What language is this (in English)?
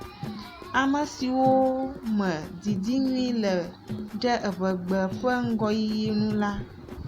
Ewe